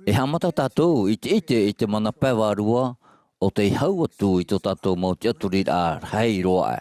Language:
Tahitian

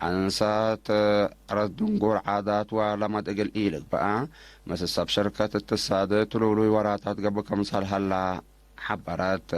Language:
Tigre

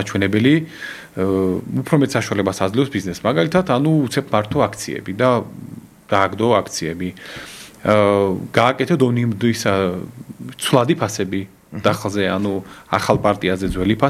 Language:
Georgian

